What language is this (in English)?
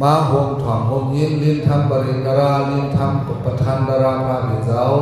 Shan